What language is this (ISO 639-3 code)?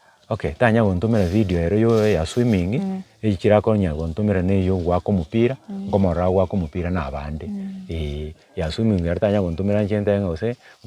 guz